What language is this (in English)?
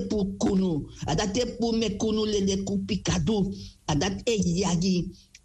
Sranan Tongo